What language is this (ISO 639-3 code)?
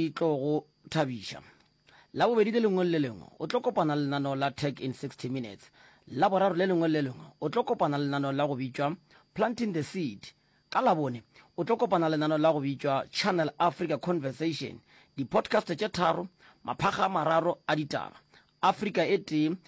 nso